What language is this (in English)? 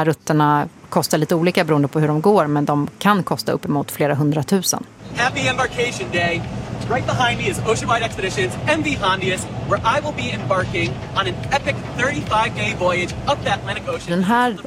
Swedish